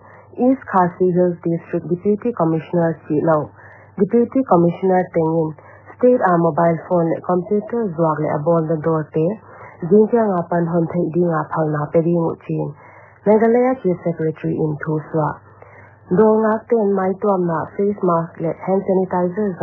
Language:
Paite Chin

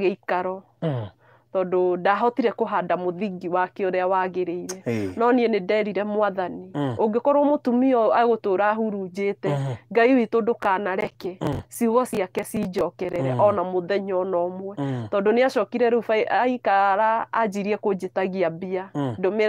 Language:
Kikuyu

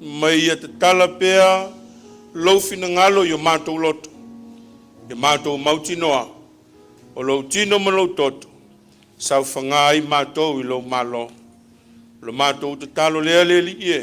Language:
Samoan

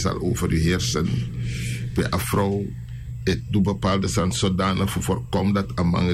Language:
Sranan Tongo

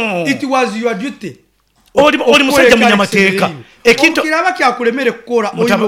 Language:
Nyankole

